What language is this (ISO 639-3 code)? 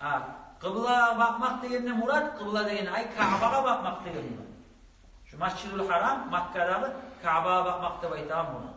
kum